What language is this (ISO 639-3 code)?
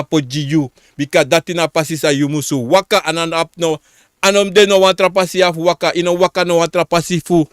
srn